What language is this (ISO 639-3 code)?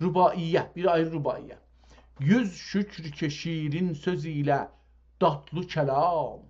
azb